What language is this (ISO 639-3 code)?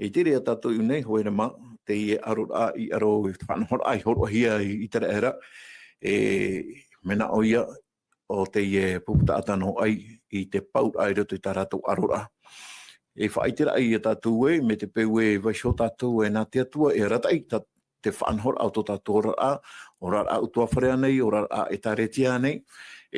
tah